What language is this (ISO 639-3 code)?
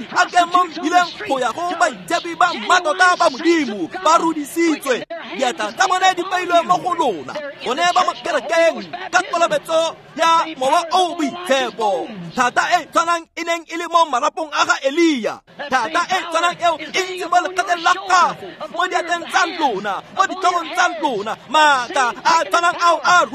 tsn